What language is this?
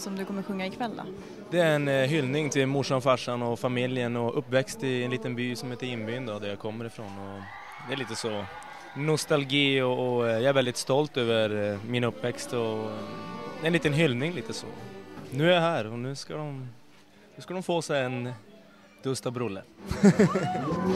Swedish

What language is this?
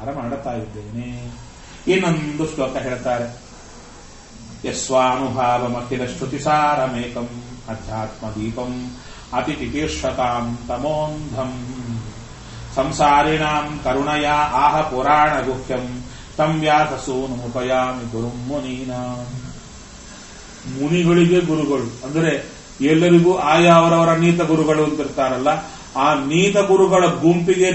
Kannada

